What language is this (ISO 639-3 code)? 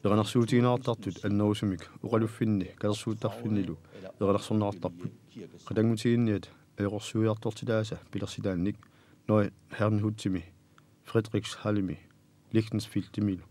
kal